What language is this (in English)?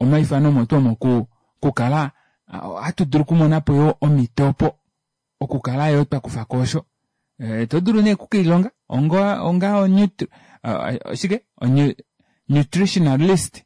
Kuanyama